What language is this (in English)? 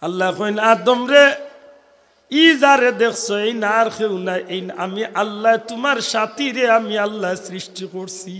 Sylheti